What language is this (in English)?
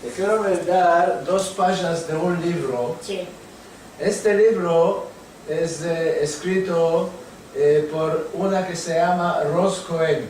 Ladino